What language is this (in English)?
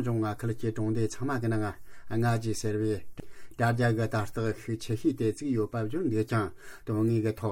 Tibetan